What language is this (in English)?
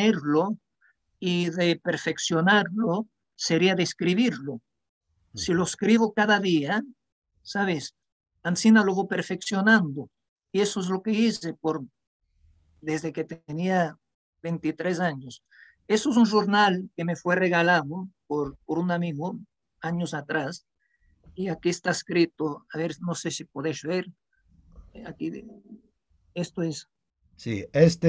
Ladino